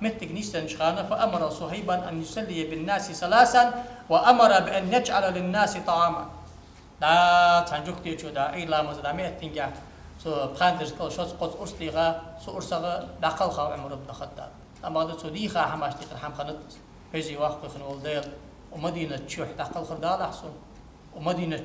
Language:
Ingush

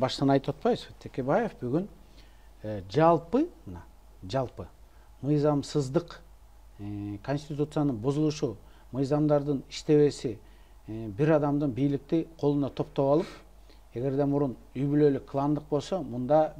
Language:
Kyrgyz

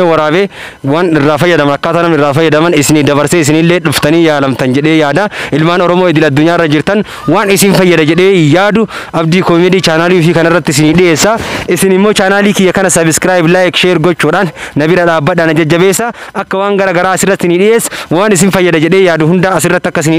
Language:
Oromo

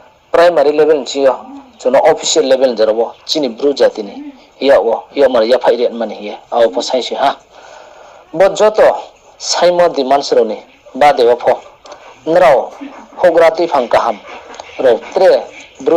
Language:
Riang (India)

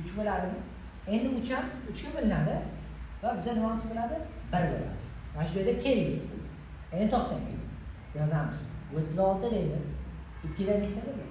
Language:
Uzbek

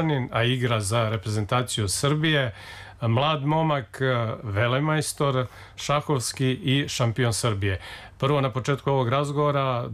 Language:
Serbian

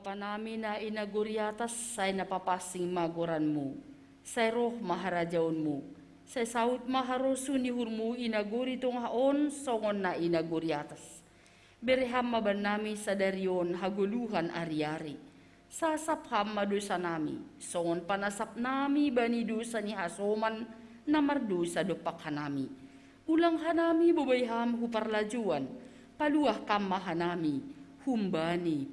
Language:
Batak Simalungun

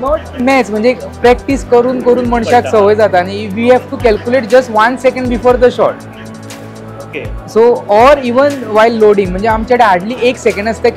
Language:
Konkani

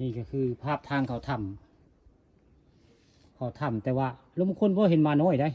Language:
Northeastern Thai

